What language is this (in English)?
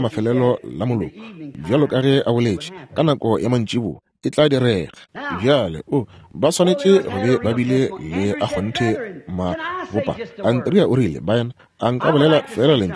Northern Sotho